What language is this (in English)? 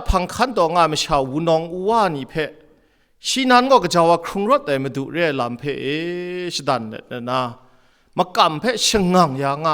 Kachin